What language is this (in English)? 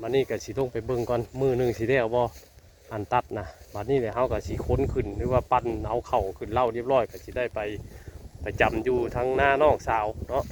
Northeastern Thai